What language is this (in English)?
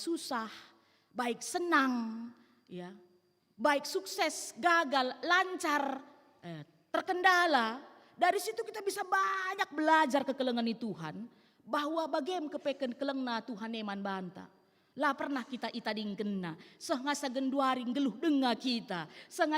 Batak Karo